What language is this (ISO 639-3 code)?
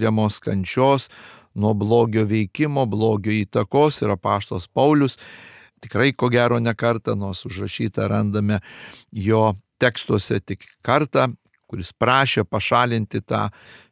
lit